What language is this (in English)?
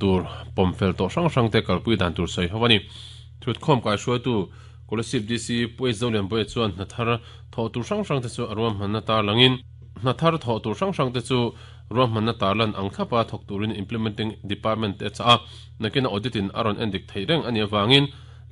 Mizo